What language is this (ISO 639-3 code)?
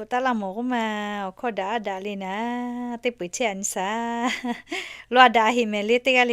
lhu